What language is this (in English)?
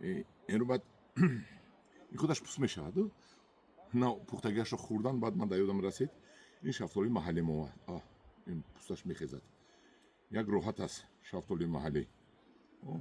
Tajik